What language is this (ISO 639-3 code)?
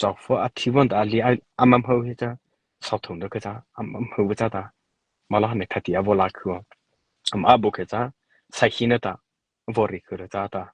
mrh